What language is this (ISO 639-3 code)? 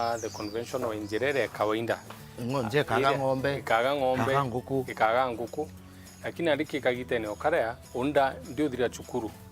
mer